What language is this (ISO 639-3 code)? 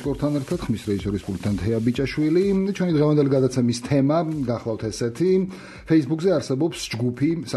kat